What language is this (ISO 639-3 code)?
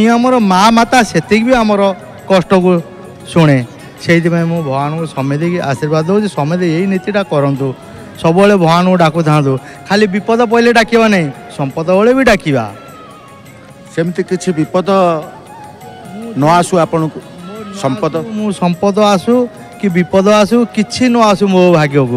ori